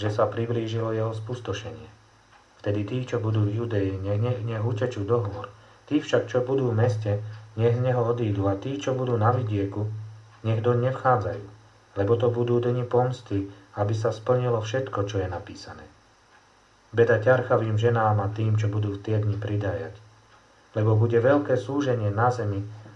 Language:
Slovak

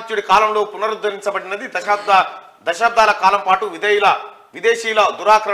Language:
Telugu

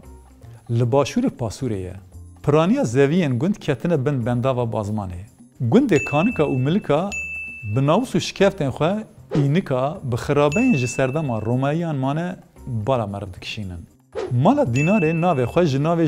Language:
Kurdish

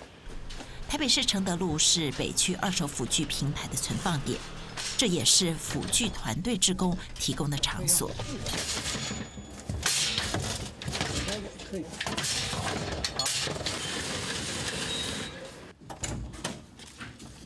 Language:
Chinese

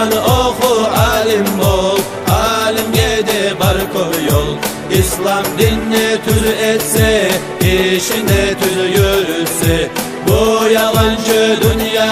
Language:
Kumyk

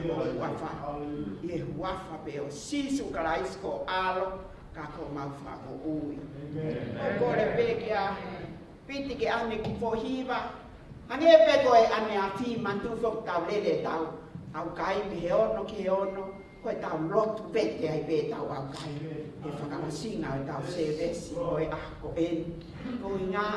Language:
Tongan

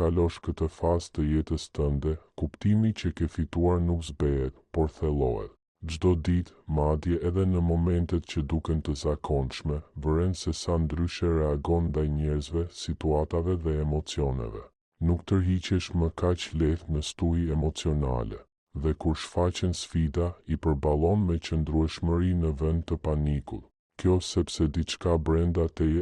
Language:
Albanian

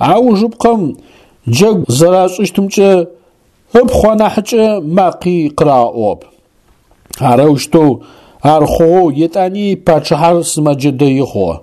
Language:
Adyghe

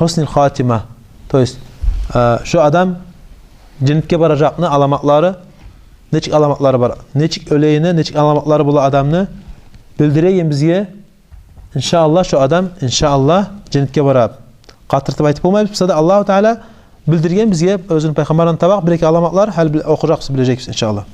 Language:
Kumyk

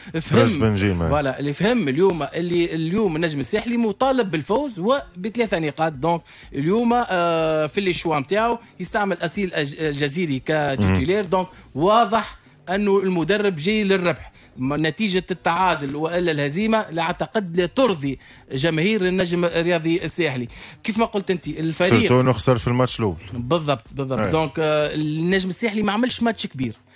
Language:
Tunisian Arabic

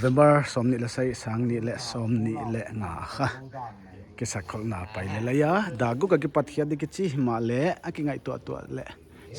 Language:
Paite Chin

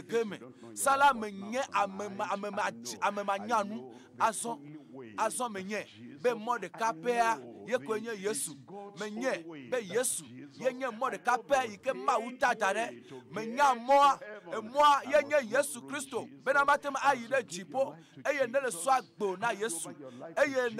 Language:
Ewe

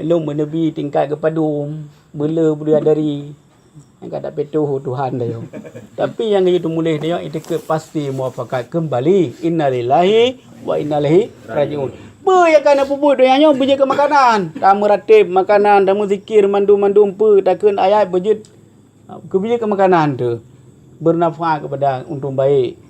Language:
Achinese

